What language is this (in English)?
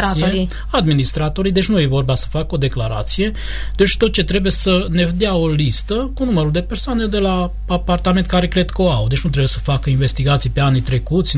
Romanian